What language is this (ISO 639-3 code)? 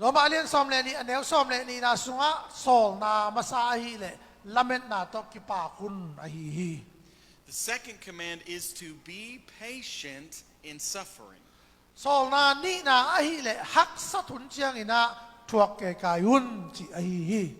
ctd